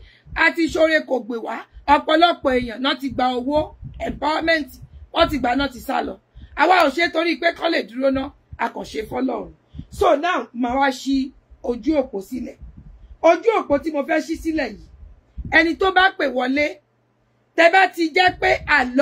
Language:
Yoruba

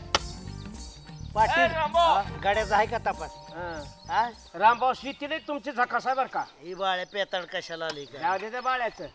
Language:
Marathi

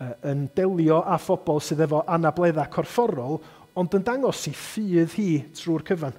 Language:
Welsh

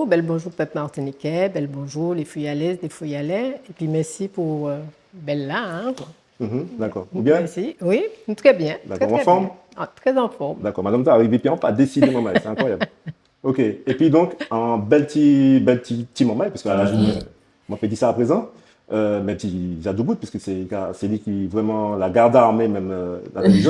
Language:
Guadeloupean Creole French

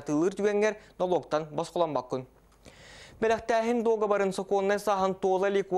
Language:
Yakut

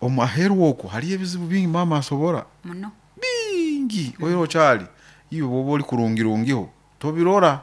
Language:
Nyoro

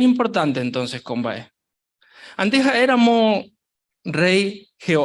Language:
Guarani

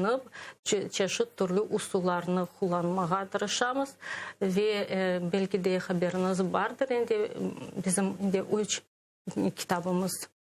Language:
Crimean Tatar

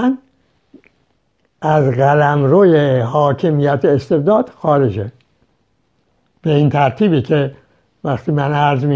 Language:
Persian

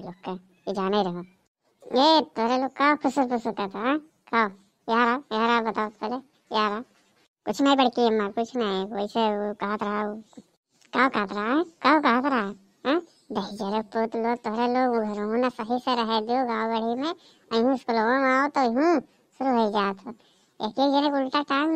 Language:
Awadhi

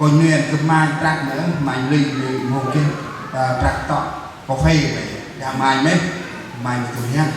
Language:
Central Mnong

